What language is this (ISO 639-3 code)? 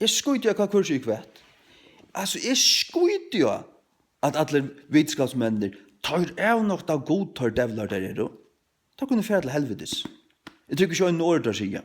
fao